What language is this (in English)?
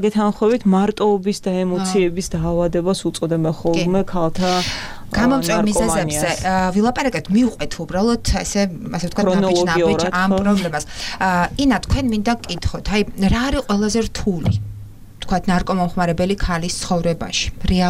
Georgian